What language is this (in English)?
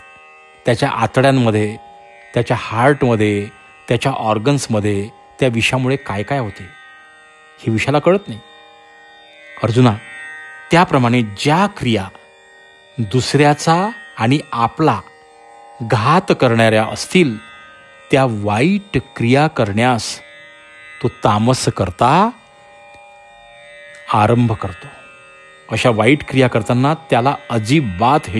Marathi